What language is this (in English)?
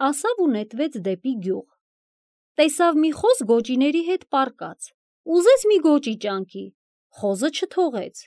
Armenian